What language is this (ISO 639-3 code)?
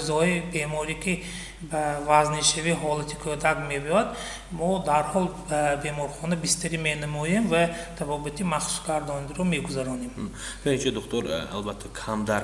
tgk